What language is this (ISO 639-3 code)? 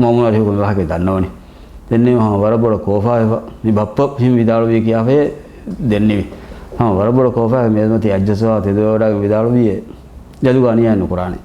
div